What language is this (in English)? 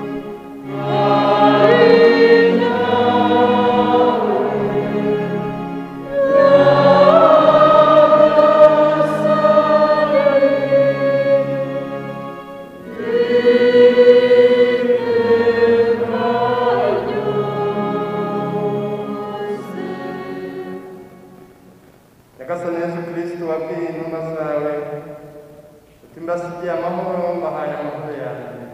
Kinyarwanda